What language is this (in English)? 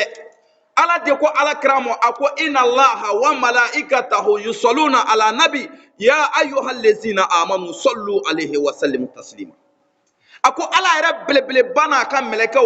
Bambara